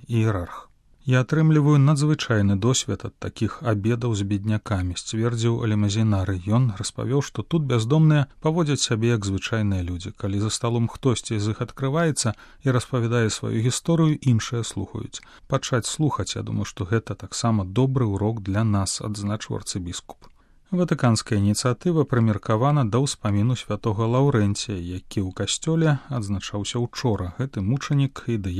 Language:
Belarusian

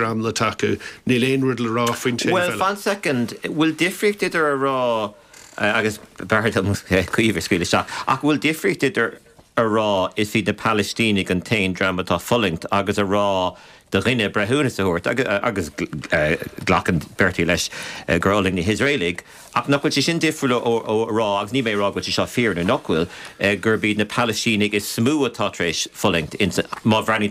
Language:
Irish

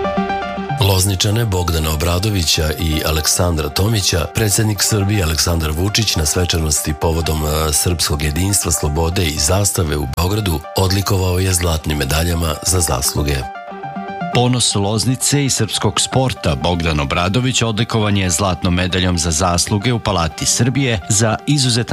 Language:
Serbian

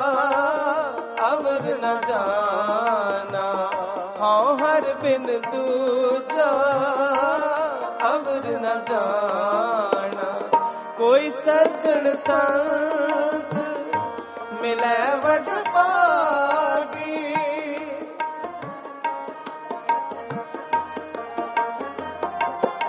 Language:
Punjabi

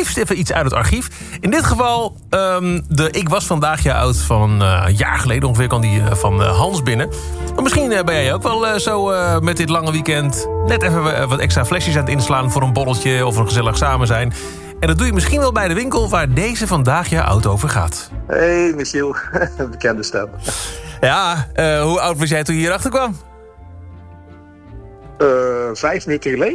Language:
Dutch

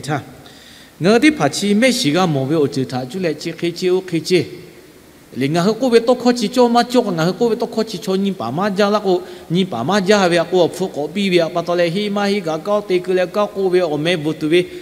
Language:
Lahu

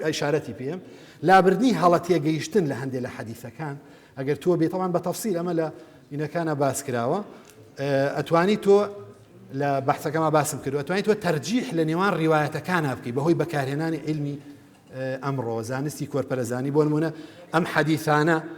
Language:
Central Kurdish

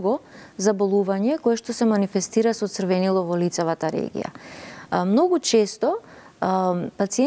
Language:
Macedonian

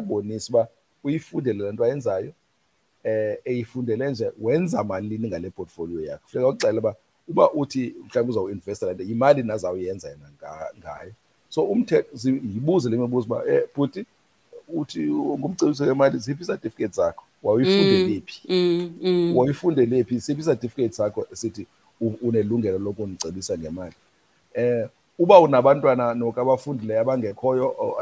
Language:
Xhosa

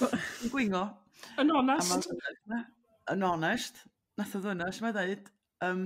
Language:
Welsh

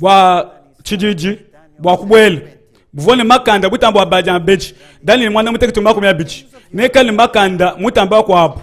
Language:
Luba-Lulua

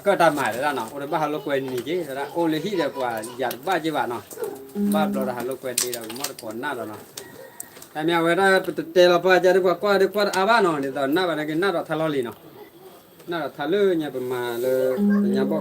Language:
S'gaw Karen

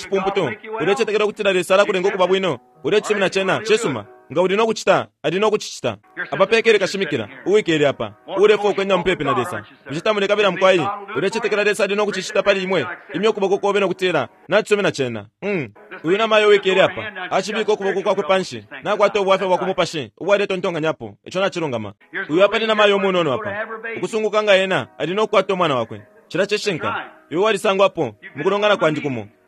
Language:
Bemba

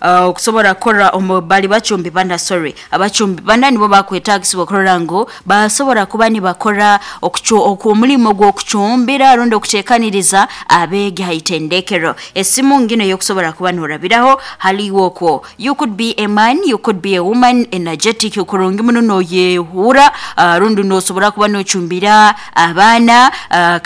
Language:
Nyankole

